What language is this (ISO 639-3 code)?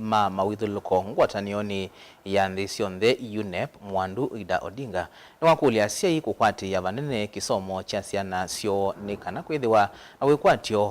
kam